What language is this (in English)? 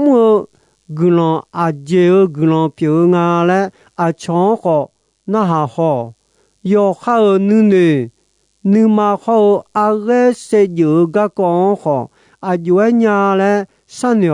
Akha